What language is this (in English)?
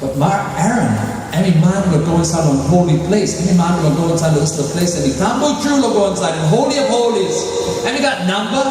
Tok Pisin